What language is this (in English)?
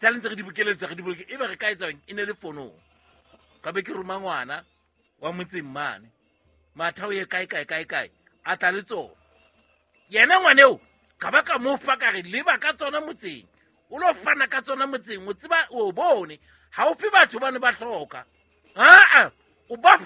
Southern Sotho